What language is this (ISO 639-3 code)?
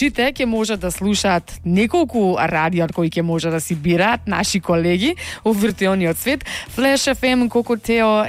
mkd